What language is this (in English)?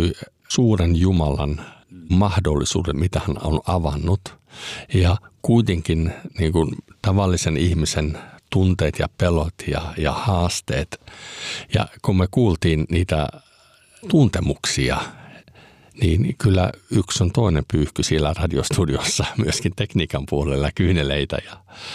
Finnish